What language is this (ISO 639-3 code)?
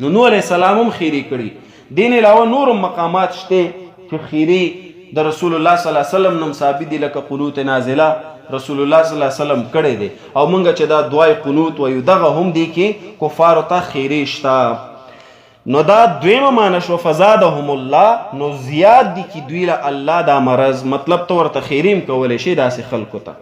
pus